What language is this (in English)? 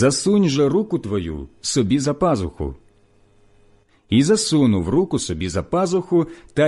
Ukrainian